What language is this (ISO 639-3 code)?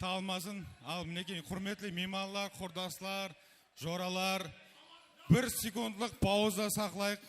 kaa